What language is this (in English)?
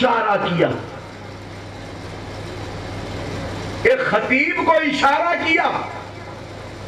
Urdu